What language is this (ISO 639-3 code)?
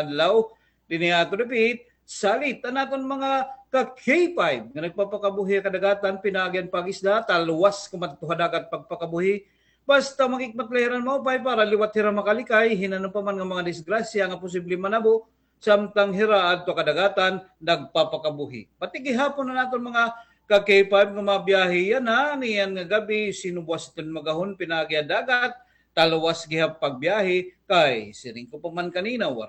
war